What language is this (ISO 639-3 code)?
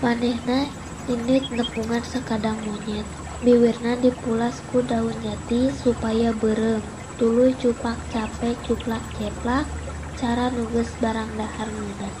sun